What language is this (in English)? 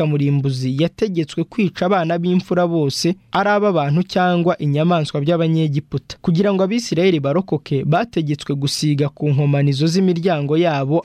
Kinyarwanda